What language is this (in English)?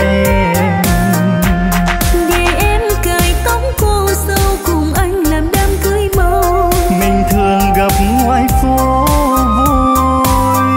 Vietnamese